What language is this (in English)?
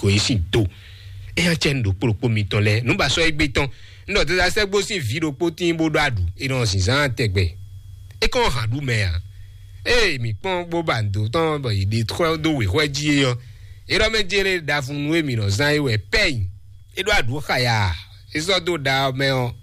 Fon